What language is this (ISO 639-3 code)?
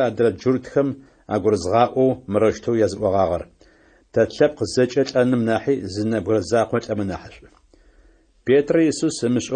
ady